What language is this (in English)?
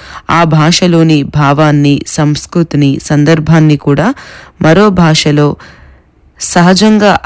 Telugu